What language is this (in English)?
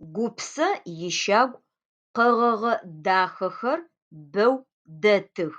Adyghe